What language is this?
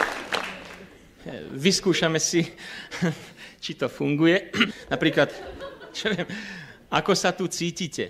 Slovak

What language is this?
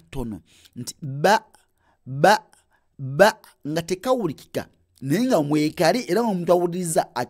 Ganda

